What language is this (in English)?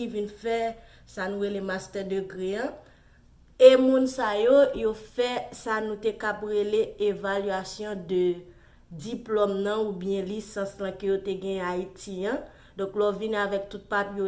Haitian Creole